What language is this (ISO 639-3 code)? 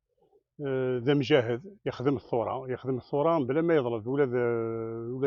kab